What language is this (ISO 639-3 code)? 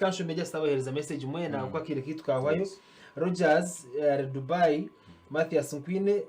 nyn